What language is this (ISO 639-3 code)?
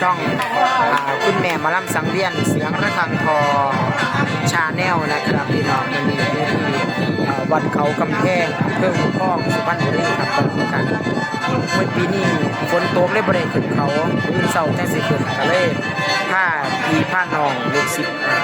tts